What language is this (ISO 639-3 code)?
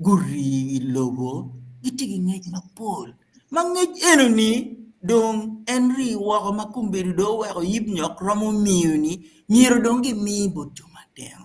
ach